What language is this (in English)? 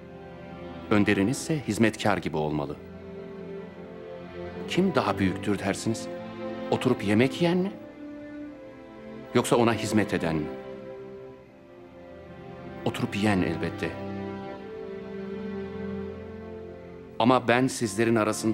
Turkish